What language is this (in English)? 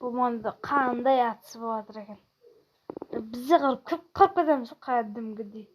Kara-Kalpak